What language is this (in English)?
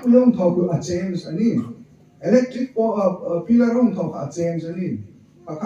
Hmar